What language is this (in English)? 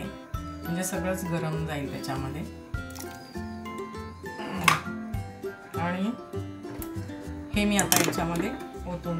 Marathi